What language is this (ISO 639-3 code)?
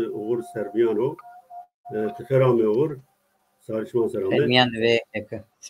zza